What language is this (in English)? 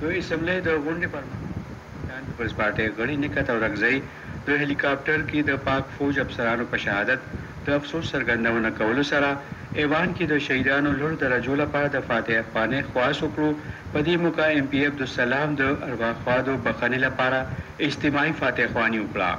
Pashto